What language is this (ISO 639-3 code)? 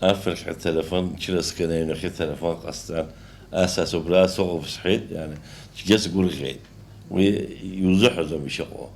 abk